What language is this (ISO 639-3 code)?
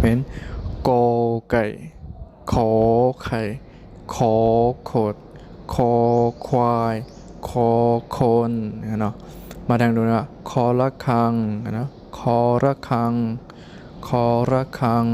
shn